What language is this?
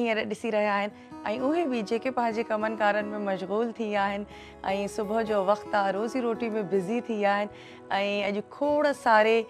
Sindhi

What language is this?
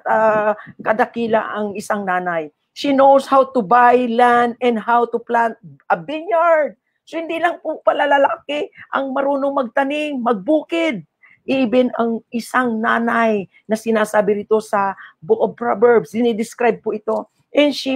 Filipino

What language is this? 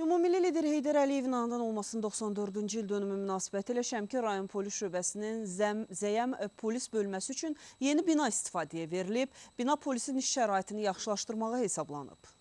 Azerbaijani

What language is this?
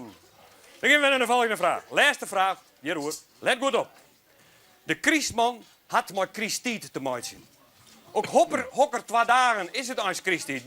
Western Frisian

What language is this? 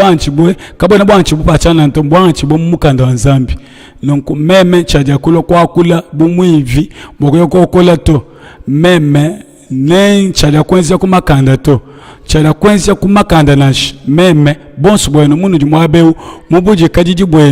Luba-Lulua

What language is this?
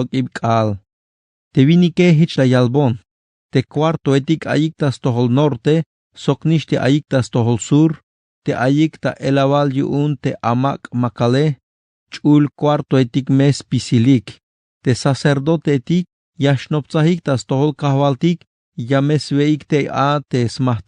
Tzeltal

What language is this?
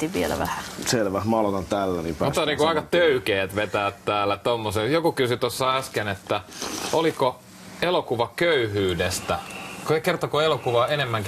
Finnish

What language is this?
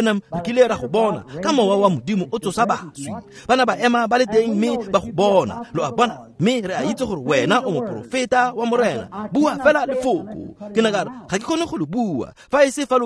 Tswana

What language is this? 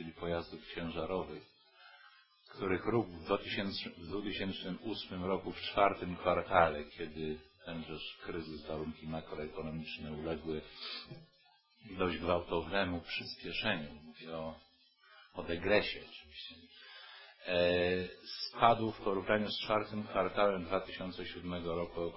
Polish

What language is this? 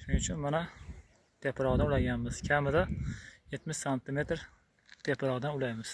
Uzbek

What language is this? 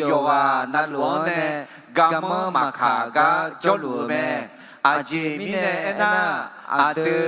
Akha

